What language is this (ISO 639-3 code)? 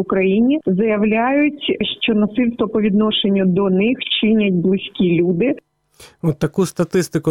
ukr